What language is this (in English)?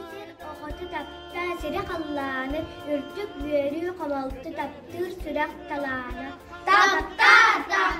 Yakut